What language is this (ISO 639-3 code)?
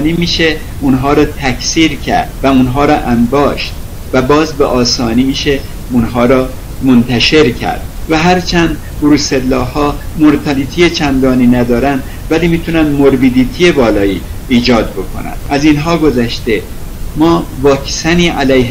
fas